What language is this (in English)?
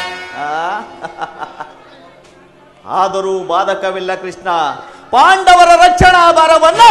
Kannada